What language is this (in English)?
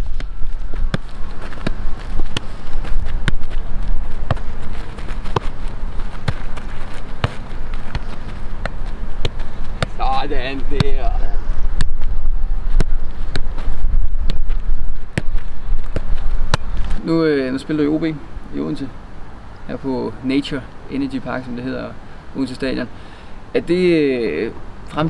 Danish